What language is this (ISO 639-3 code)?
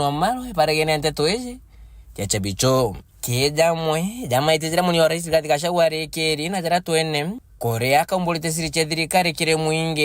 mer